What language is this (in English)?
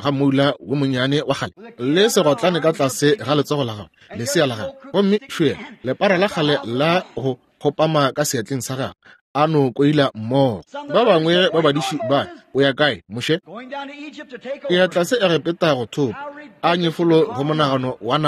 Northern Sotho